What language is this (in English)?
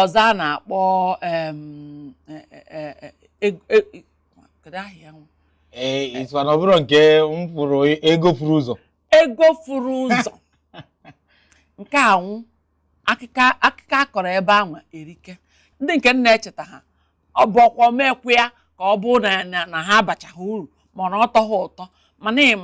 Igbo